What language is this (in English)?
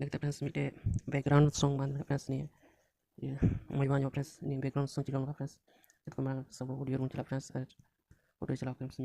Santali